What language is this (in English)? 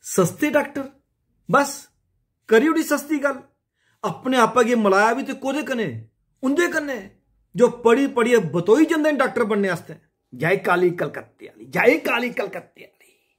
Dogri